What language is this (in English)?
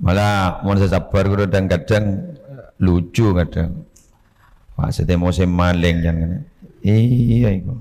Madurese